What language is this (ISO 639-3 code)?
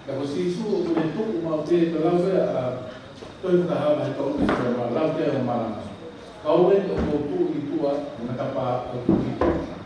ton